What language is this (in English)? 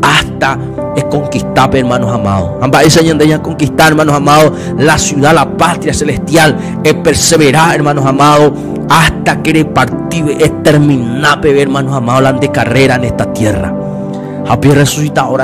Guarani